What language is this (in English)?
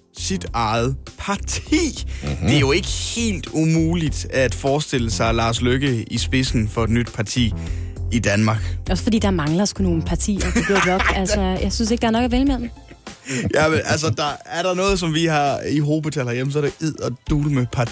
Danish